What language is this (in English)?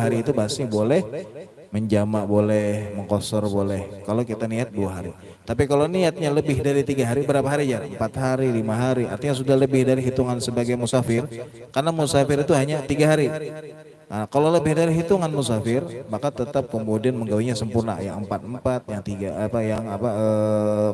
Banjar